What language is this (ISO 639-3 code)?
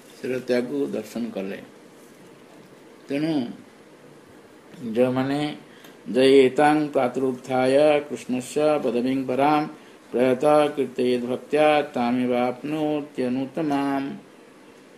ori